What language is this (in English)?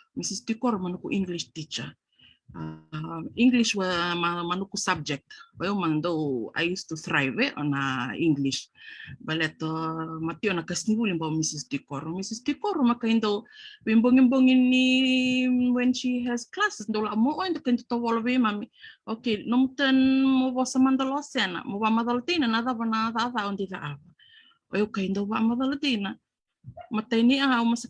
Fijian